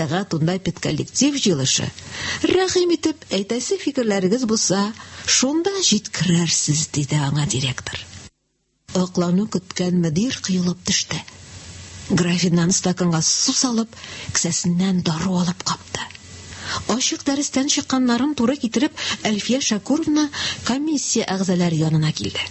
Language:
Tatar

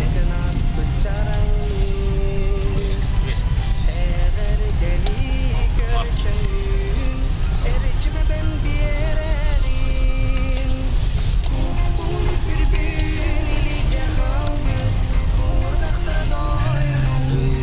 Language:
Yakut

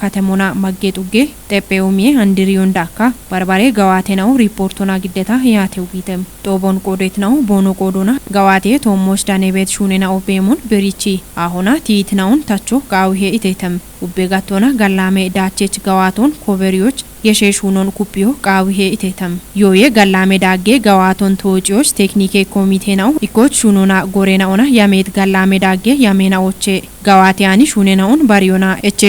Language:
Kafa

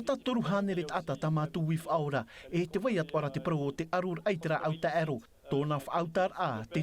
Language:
Tahitian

